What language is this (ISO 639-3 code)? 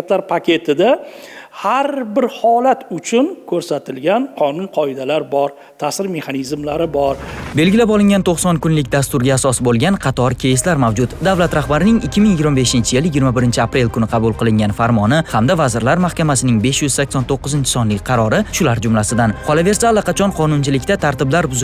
uzb